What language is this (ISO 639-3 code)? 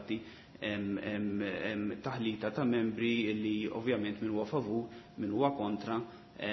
mlt